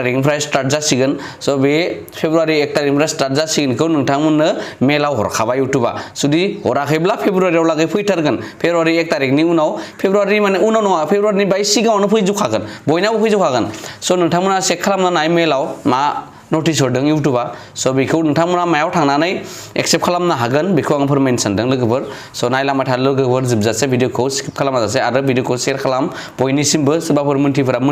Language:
Bodo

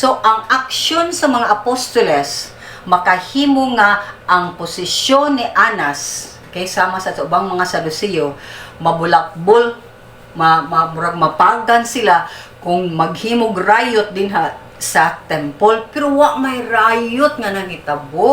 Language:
Cebuano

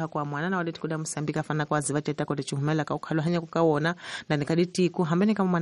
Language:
Tsonga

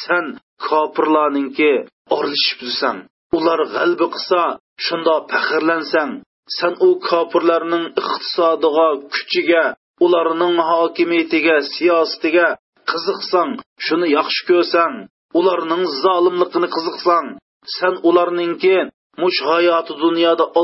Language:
Uyghur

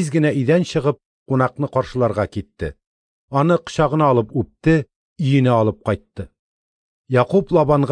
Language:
Tatar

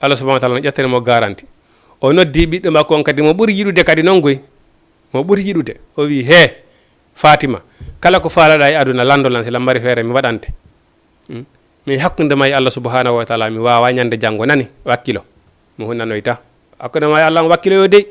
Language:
Fula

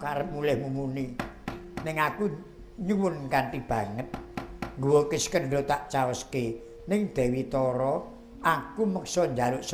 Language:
Javanese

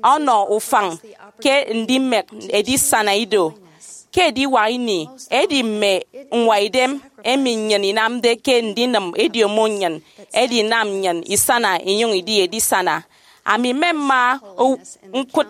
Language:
Efik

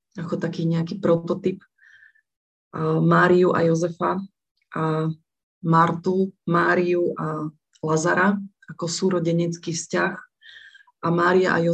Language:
Slovak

